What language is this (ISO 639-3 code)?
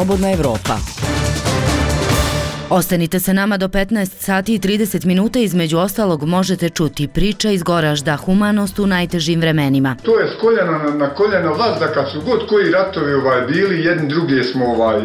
bos